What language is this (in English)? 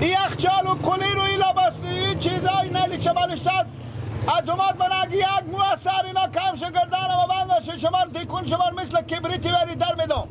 Persian